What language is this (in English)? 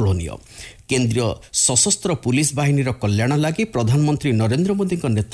Odia